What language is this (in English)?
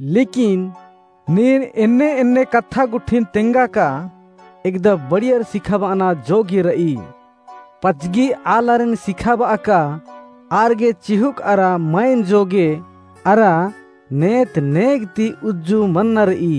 Kurukh